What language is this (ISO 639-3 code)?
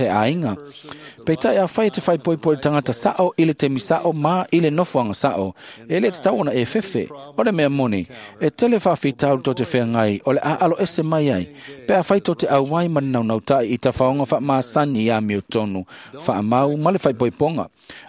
smo